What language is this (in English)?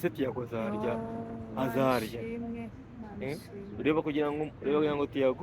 Kinyarwanda